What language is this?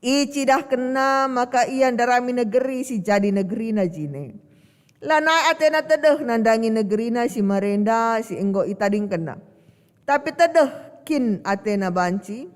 Batak Karo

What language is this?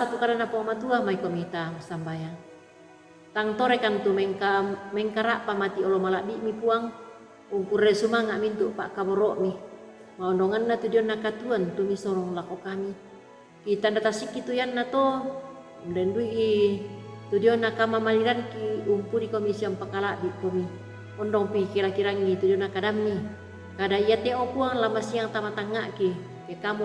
Toraja-Sa'dan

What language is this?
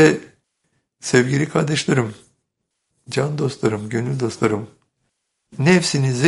Turkish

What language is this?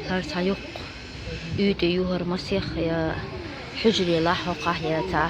Chechen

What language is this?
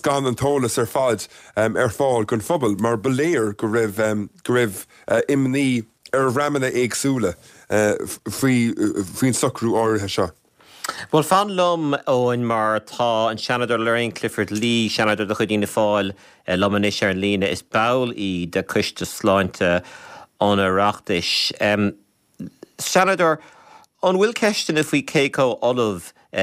Irish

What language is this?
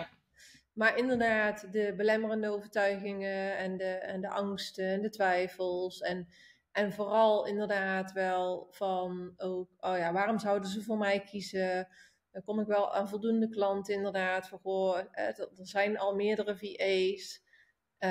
Dutch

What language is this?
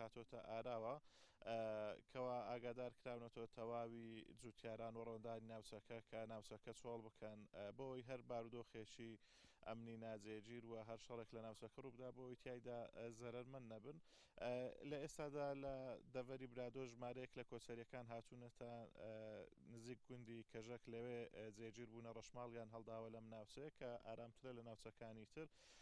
Central Kurdish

